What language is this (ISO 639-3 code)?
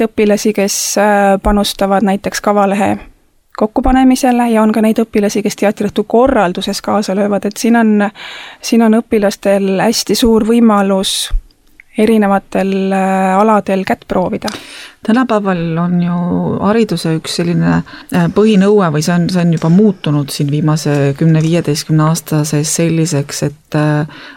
est